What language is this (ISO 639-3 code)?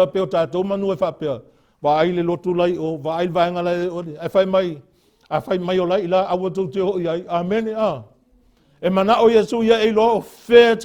smo